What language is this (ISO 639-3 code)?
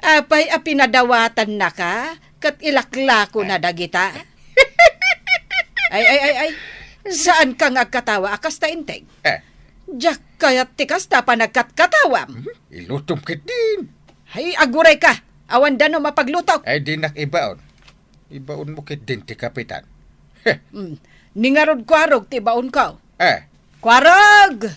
ilo